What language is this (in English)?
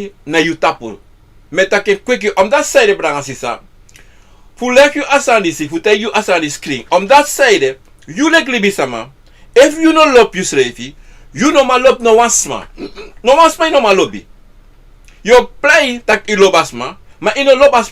Sranan Tongo